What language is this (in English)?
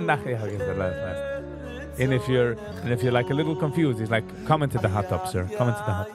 Yiddish